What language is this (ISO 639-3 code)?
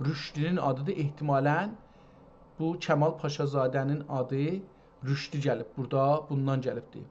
azb